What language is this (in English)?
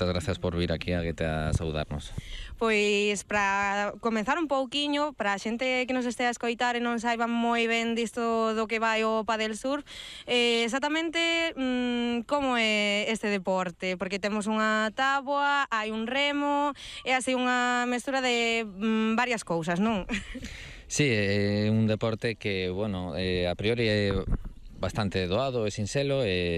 Galician